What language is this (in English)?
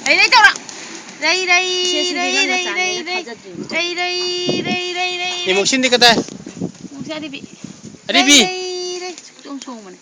Manipuri